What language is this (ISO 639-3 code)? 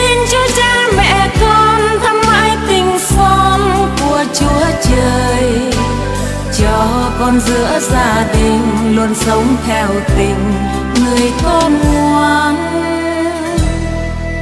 vie